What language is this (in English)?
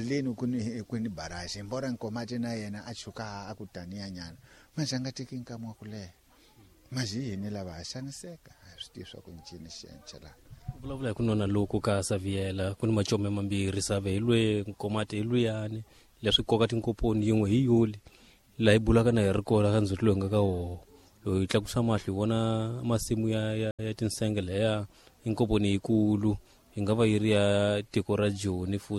Tsonga